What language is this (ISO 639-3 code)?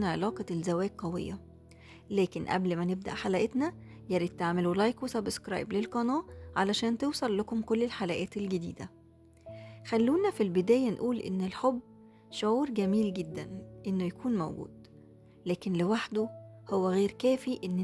arz